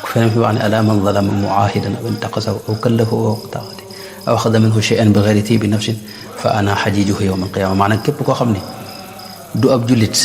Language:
Wolof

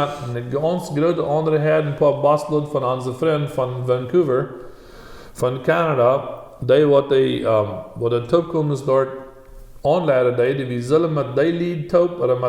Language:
Plautdietsch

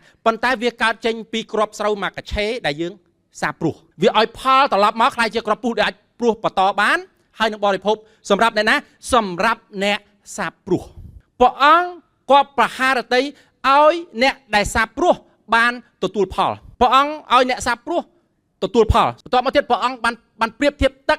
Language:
Khmer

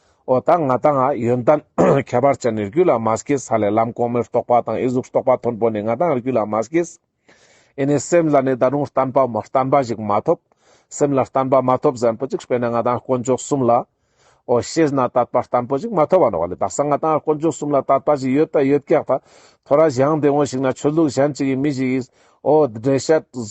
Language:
Ladakhi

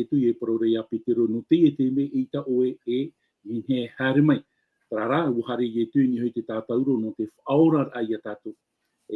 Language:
Tahitian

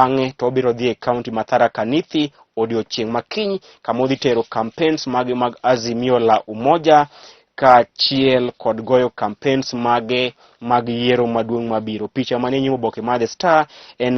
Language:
Luo (Kenya and Tanzania)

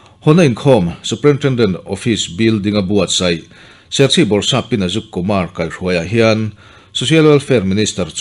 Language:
Mizo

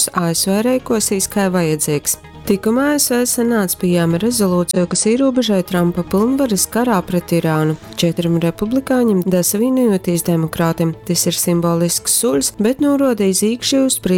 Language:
Latgalian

